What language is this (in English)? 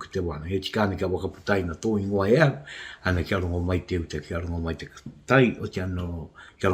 Māori